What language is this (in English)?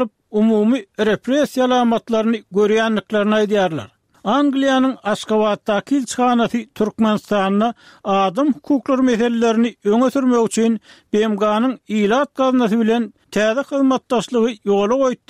Turkmen